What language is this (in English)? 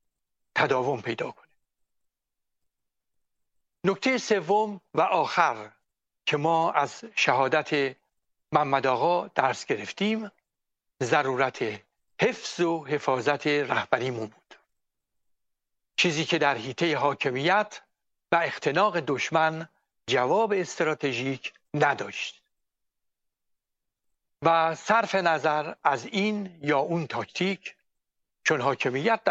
Persian